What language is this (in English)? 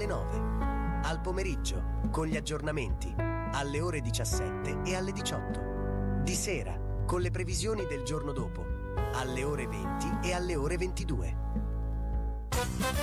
Italian